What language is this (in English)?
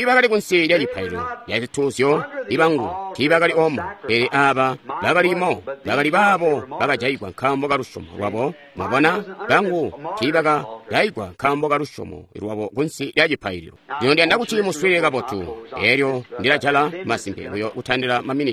Tonga (Zambia)